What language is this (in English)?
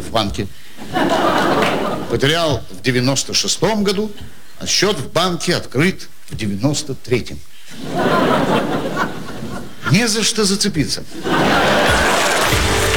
Russian